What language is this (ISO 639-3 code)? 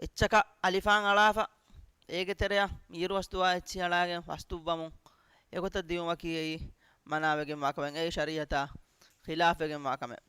div